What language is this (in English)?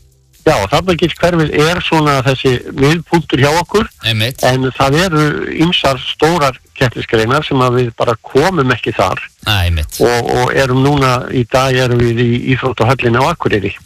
Icelandic